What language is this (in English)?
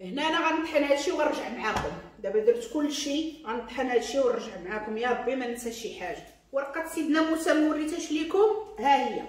Moroccan Arabic